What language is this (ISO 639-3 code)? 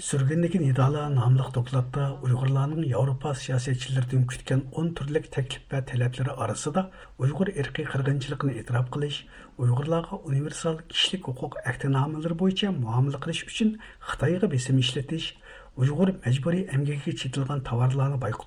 uig